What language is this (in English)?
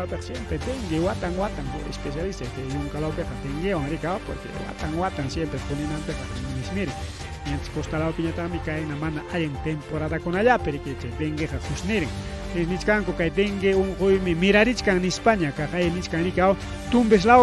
Ayacucho Quechua